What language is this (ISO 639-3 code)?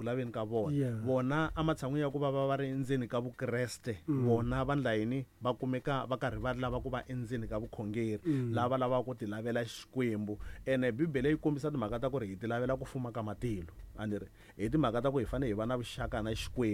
tso